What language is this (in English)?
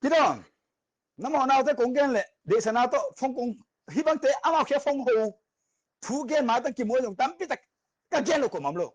Tedim Chin